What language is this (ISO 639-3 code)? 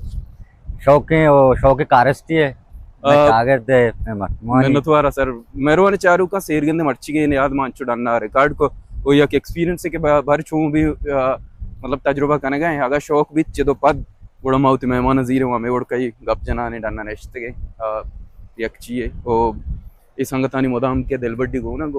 bal